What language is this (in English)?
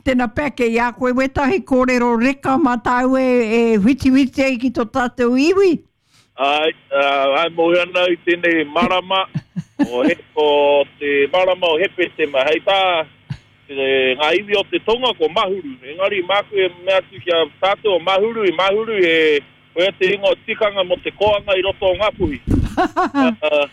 Māori